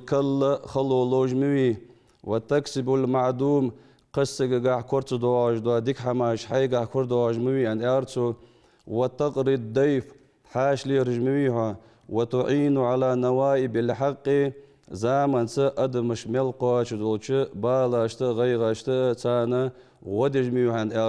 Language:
Ingush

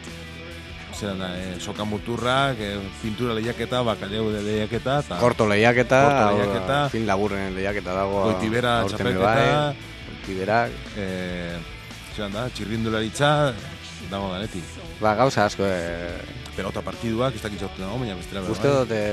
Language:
Basque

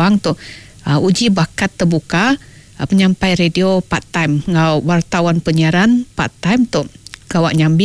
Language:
Iban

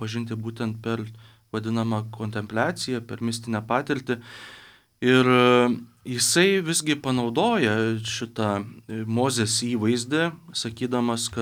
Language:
Lithuanian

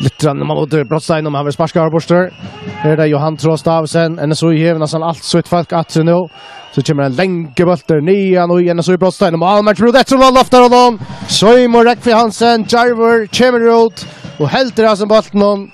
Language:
Faroese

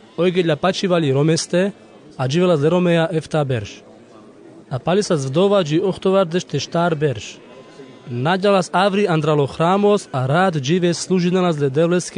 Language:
Carpathian Romani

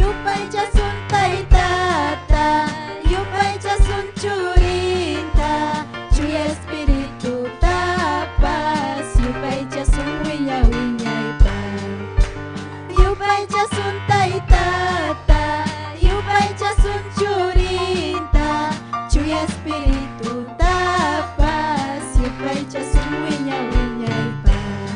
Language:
Ayacucho Quechua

